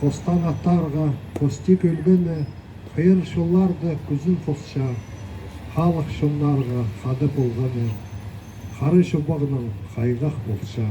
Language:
Khakas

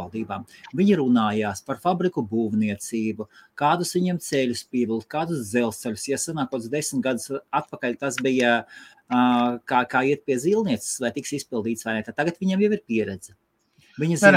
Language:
Latvian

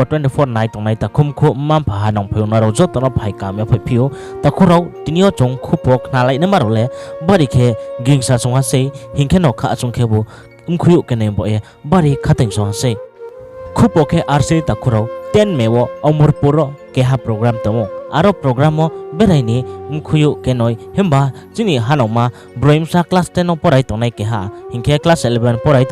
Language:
Riang (India)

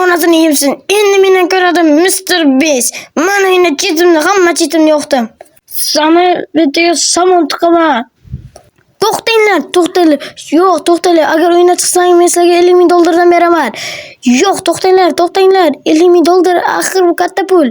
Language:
Uzbek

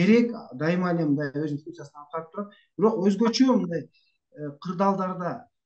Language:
Kyrgyz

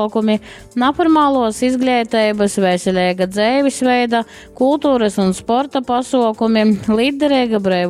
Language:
Latgalian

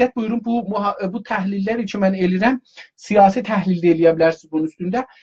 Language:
South Azerbaijani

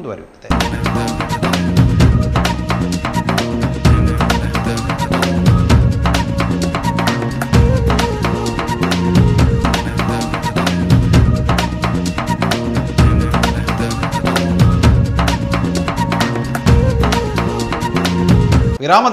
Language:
Kannada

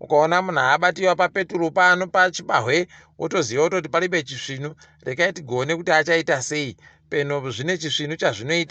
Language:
Ndau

